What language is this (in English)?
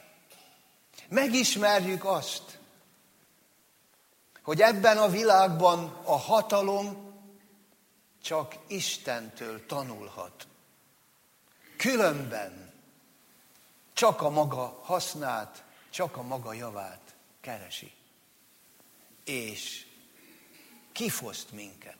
Hungarian